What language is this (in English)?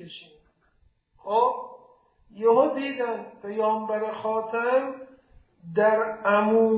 Persian